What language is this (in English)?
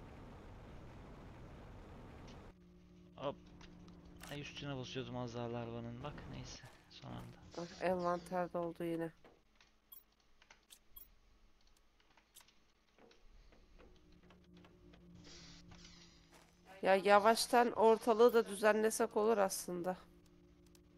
Turkish